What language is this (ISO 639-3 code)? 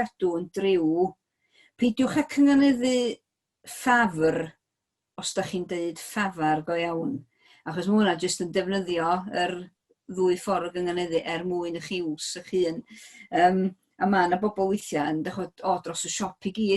cym